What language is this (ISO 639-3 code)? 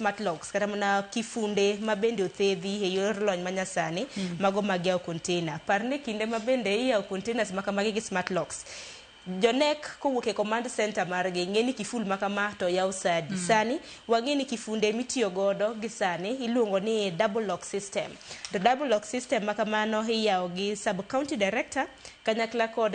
luo